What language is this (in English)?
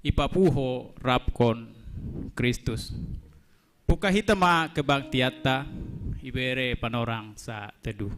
Batak Simalungun